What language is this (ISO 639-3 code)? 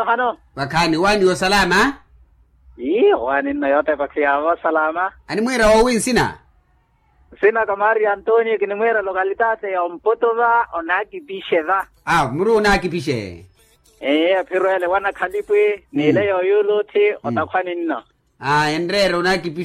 vmw